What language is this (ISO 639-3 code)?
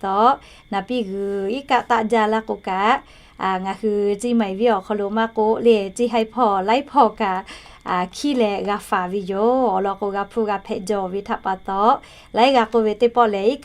lhu